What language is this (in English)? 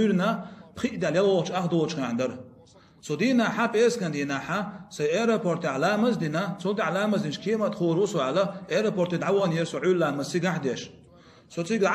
Chechen